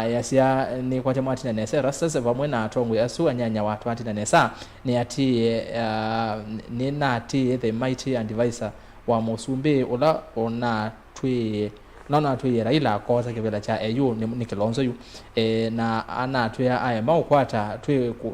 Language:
Kamba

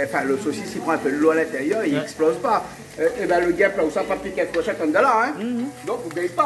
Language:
Réunion Creole French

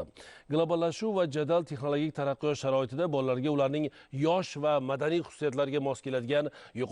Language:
Uzbek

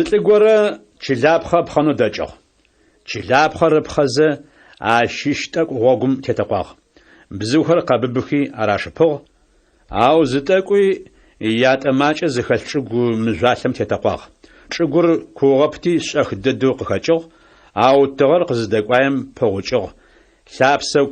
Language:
Adyghe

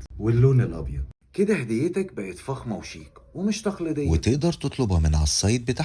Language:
Egyptian Arabic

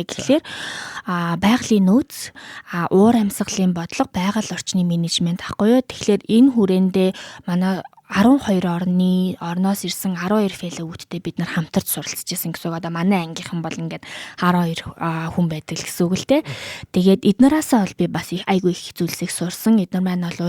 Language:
Mongolian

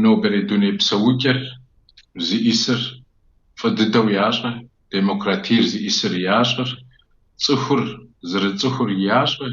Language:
Kabardian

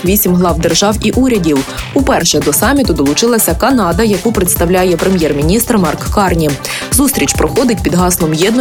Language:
Ukrainian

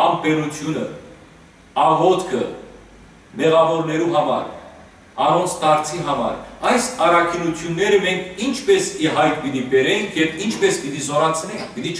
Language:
Western Armenian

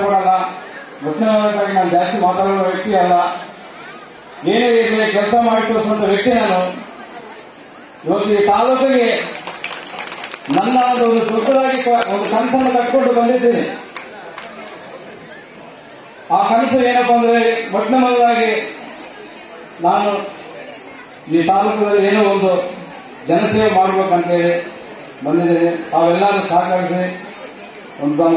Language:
Kannada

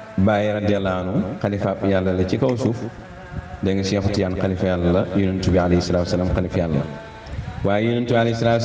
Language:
Wolof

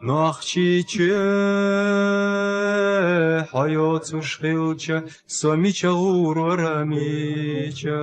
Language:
Chechen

